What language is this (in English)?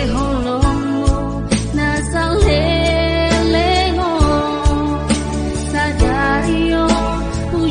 Batak Simalungun